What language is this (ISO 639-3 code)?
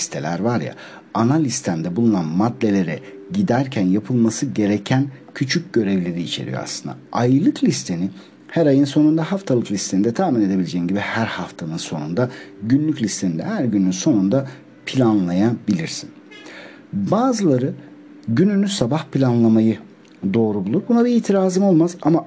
tur